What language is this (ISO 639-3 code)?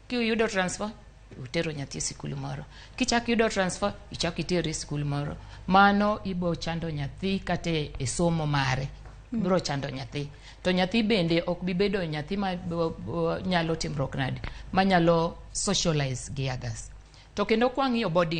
luo